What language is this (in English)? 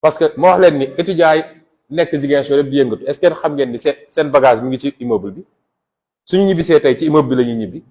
Wolof